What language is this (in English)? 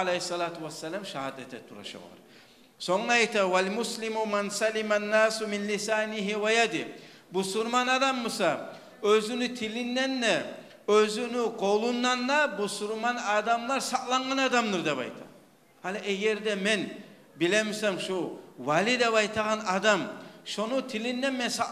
Kumyk